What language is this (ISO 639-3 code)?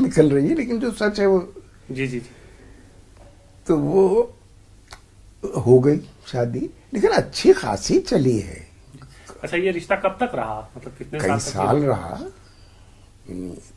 urd